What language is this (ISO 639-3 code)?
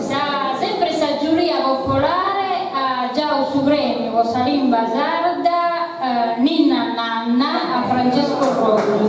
srd